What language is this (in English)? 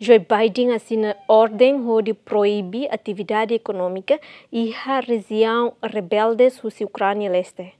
Tetum